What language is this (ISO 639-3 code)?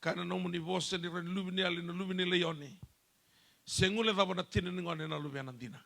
fij